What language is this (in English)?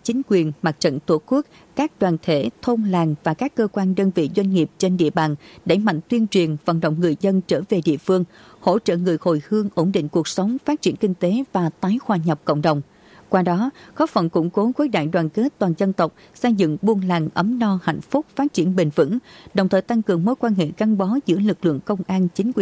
Vietnamese